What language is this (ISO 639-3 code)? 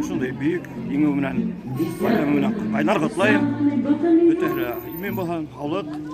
bak